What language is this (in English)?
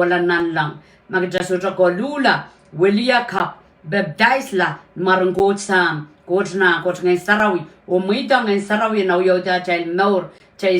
Pohnpeian